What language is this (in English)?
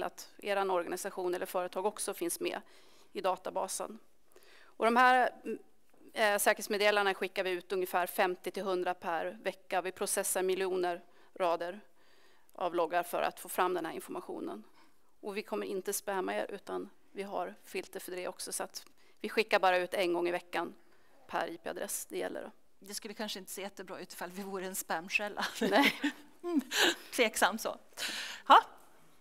Swedish